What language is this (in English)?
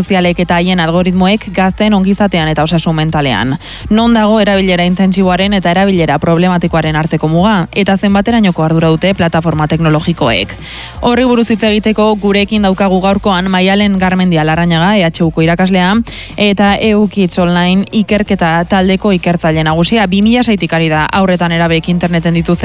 Basque